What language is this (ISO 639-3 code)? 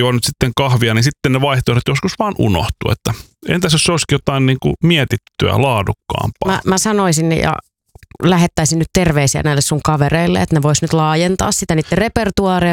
fin